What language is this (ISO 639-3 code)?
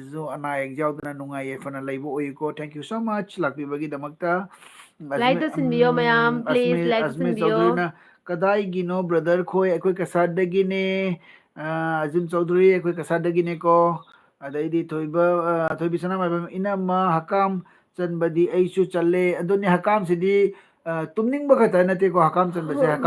mni